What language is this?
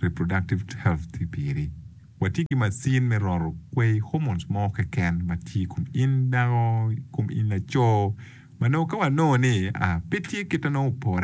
Acoli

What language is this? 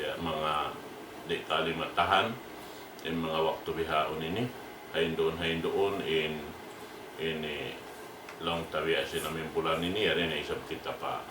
Tausug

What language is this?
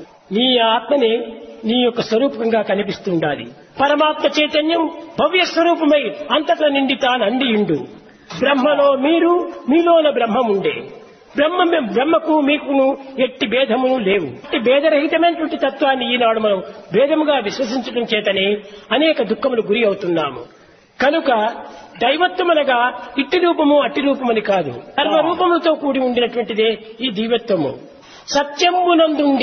Telugu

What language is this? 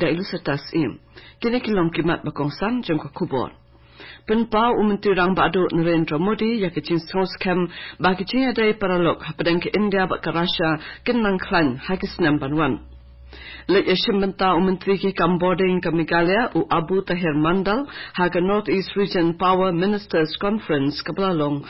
Khasi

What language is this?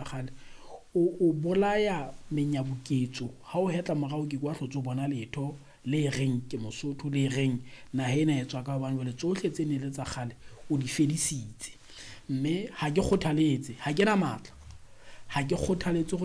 Southern Sotho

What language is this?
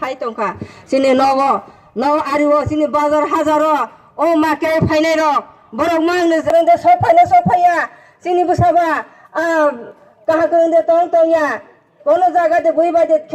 Kok Borok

